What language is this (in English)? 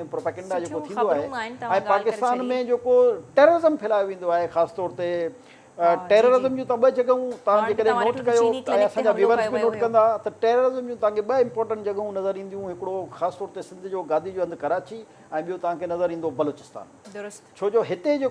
Sindhi